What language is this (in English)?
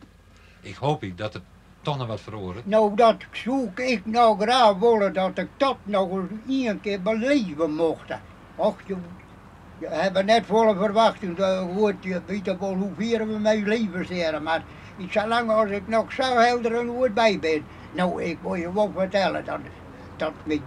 Western Frisian